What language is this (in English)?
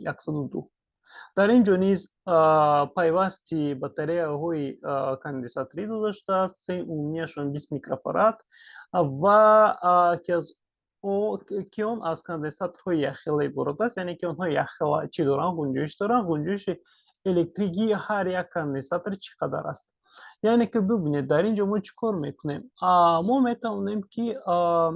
Tajik